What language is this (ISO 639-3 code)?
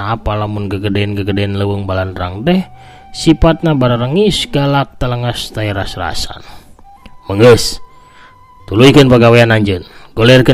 sun